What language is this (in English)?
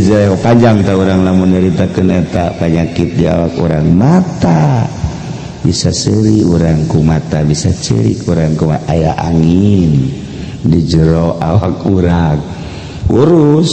Sundanese